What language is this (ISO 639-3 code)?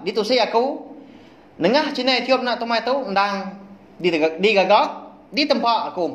iba